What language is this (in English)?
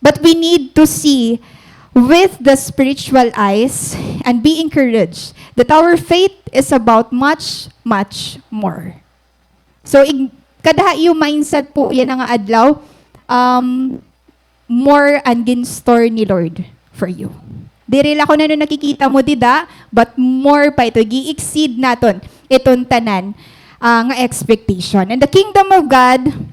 Waray